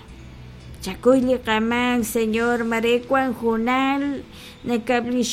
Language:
Kekchí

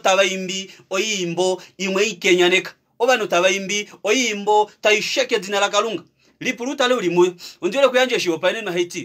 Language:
Kuanyama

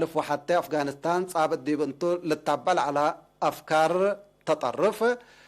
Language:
Tigre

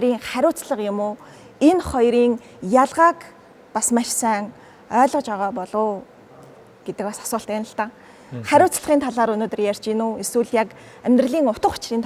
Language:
Mongolian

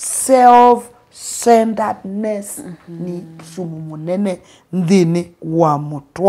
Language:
Kamba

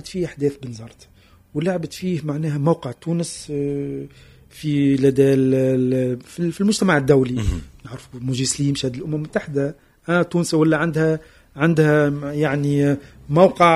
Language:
Tunisian Arabic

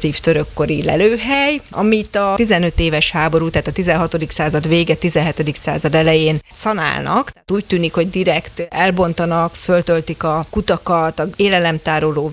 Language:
Hungarian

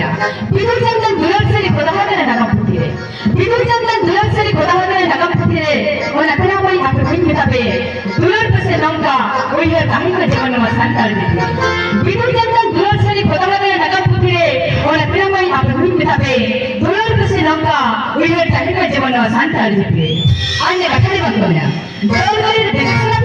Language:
Santali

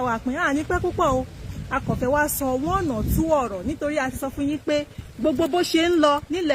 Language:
Yoruba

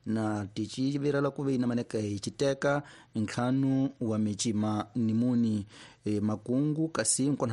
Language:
Tsonga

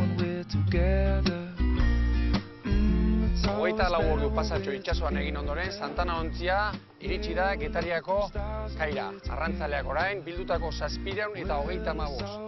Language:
Basque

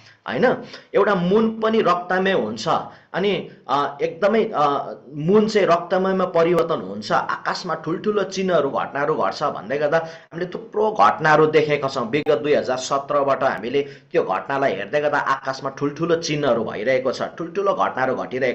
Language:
Nepali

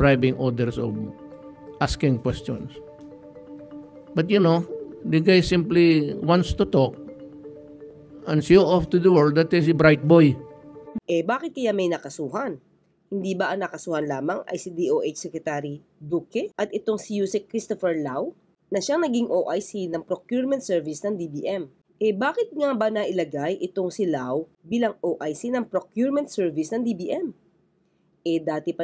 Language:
Filipino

